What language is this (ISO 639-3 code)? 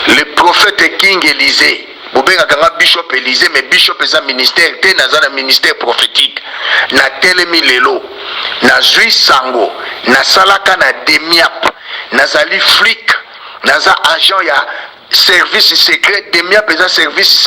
lin